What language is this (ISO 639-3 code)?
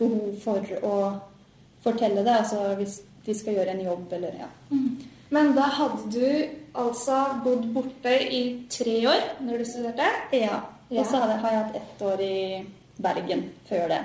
nor